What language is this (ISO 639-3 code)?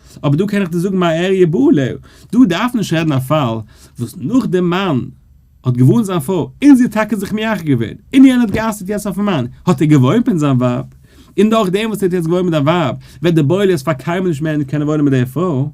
yid